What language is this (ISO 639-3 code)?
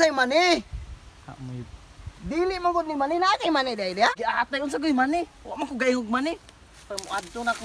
ceb